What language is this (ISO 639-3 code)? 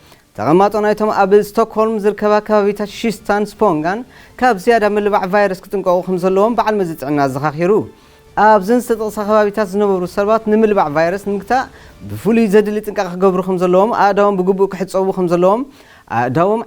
tir